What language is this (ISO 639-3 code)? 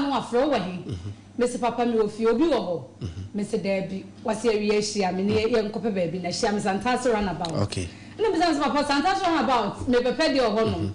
aka